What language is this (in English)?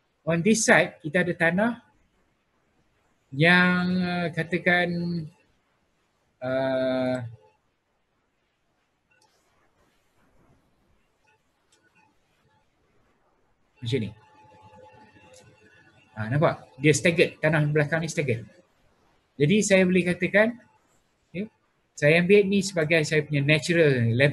Malay